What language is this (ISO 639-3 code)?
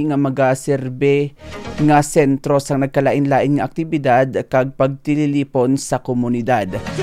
hil